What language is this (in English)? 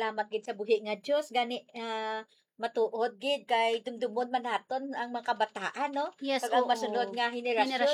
Hiligaynon